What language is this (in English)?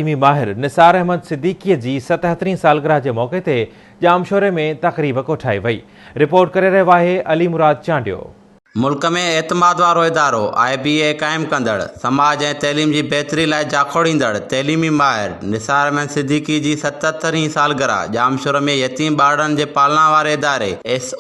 Sindhi